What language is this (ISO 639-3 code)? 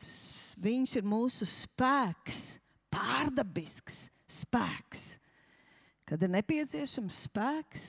lav